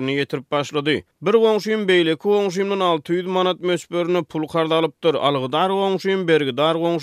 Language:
Turkmen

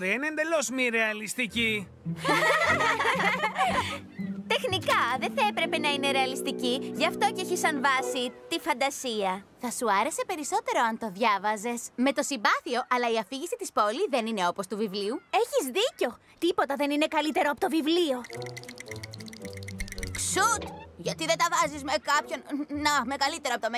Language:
Greek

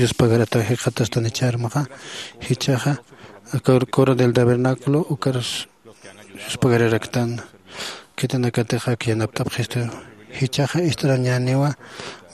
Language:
Aymara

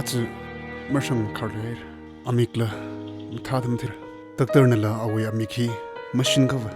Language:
Tangkhul Naga (India)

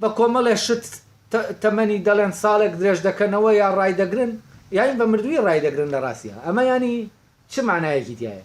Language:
Central Kurdish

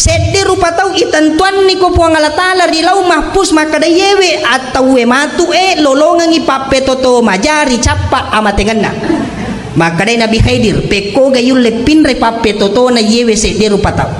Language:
Buginese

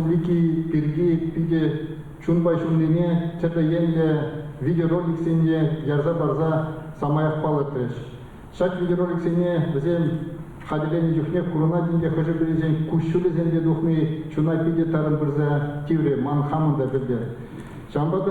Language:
Chuvash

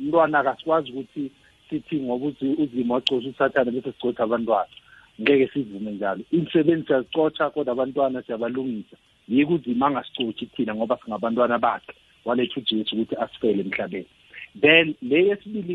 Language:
South Ndebele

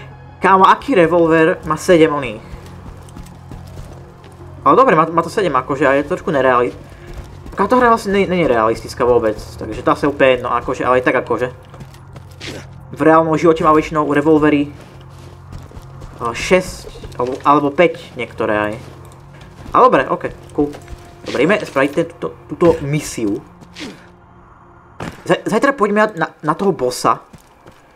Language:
Slovak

